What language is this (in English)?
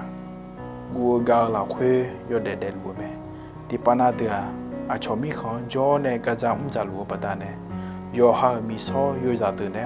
Akha